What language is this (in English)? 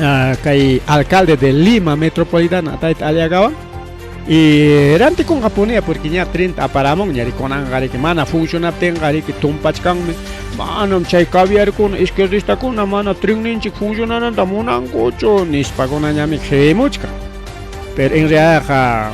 Ayacucho Quechua